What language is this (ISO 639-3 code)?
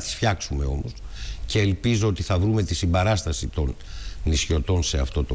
ell